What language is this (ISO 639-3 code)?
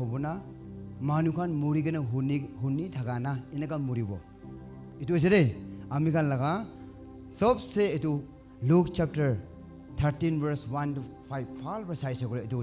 nag